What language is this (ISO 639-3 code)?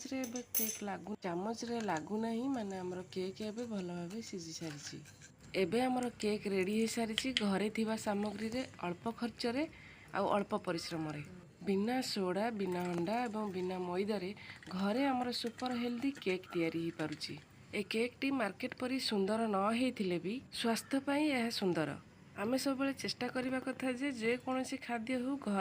ori